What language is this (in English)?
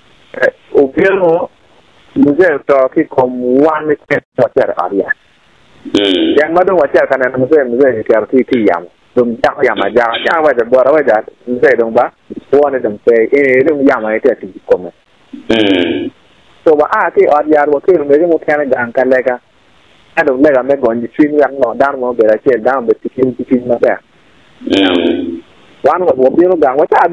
Acoli